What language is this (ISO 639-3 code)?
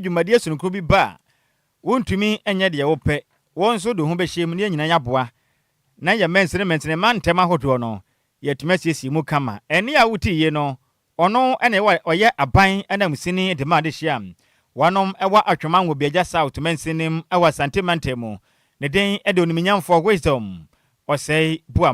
aka